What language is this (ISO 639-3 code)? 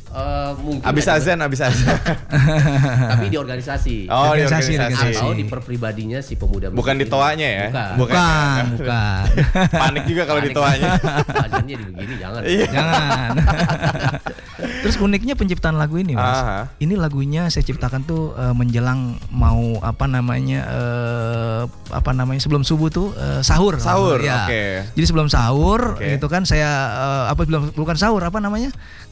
ind